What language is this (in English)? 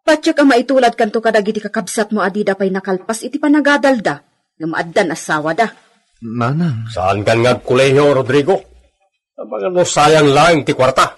Iloko